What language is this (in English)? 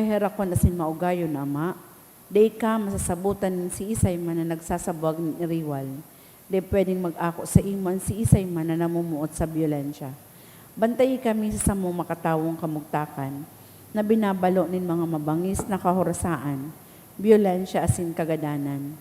Bikol